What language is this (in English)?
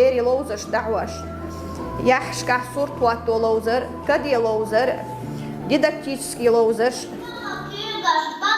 Chechen